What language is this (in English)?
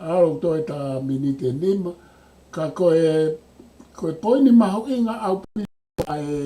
Tongan